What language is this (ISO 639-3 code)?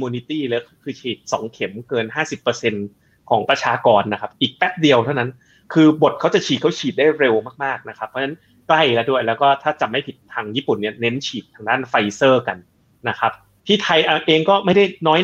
tha